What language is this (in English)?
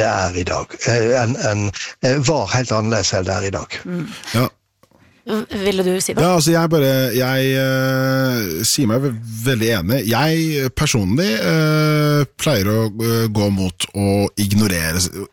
Norwegian